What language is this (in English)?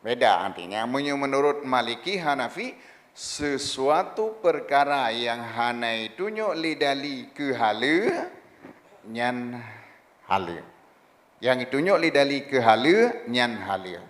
Achinese